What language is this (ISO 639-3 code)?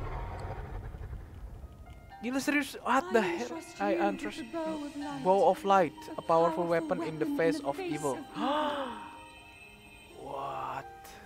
ind